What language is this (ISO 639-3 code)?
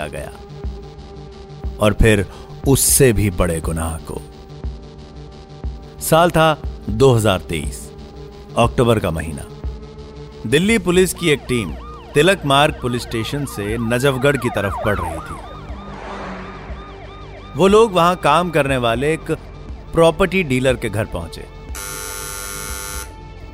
hin